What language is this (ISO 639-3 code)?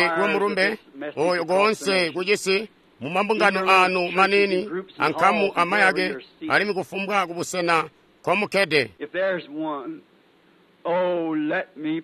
toi